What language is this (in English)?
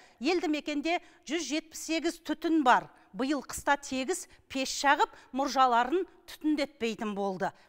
Kazakh